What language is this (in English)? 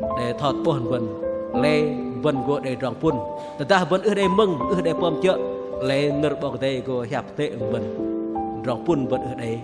Bahnar